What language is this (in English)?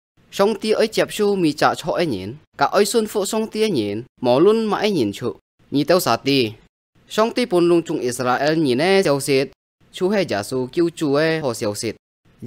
Hakka Chinese